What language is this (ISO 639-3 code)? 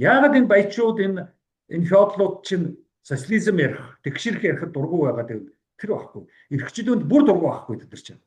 mon